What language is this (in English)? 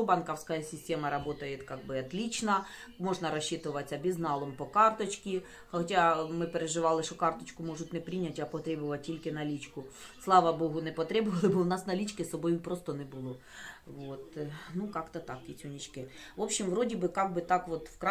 Ukrainian